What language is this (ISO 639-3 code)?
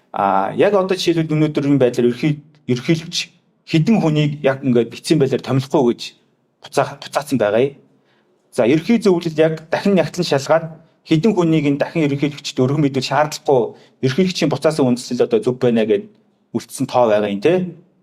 mon